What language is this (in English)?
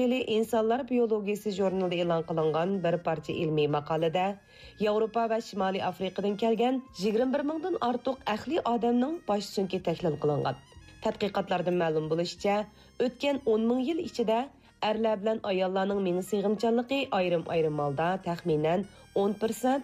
Uyghur